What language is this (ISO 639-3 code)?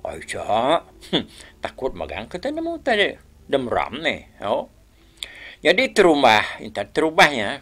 iba